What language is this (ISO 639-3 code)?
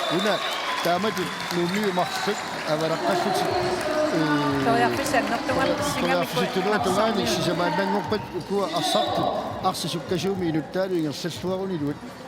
kal